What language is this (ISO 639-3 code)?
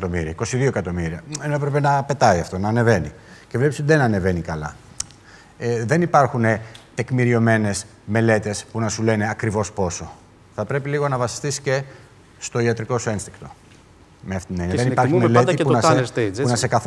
ell